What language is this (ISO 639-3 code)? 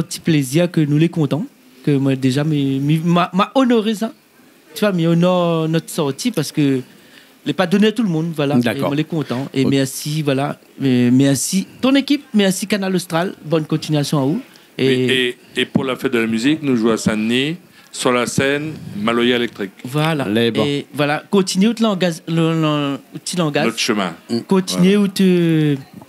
rcf